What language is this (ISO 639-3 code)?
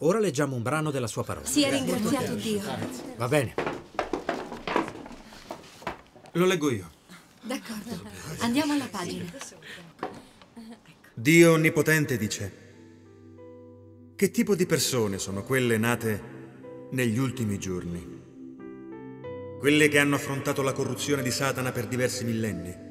ita